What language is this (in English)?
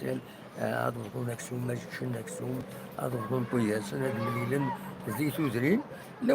Kabyle